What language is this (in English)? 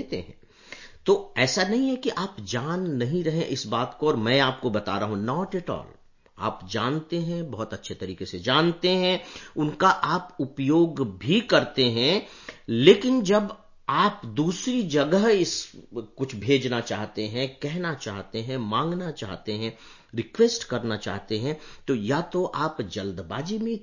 Hindi